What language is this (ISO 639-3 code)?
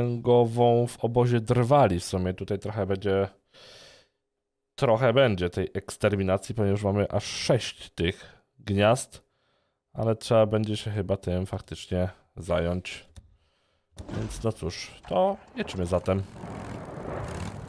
pol